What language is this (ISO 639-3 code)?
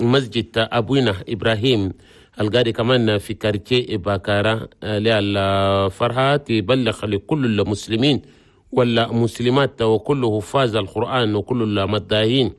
shu